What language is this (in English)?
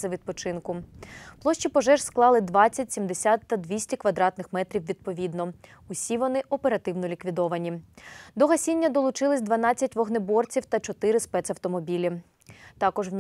Ukrainian